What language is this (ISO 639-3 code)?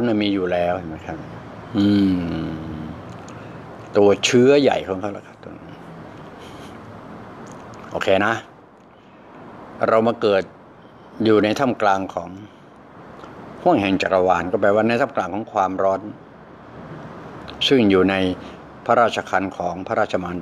tha